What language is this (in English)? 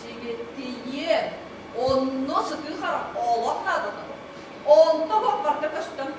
Yakut